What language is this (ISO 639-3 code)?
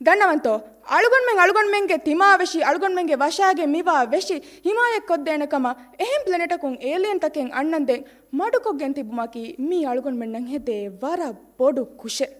div